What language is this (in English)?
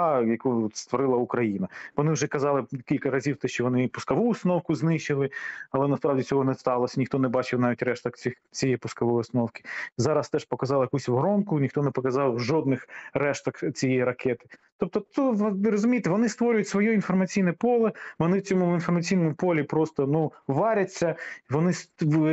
Ukrainian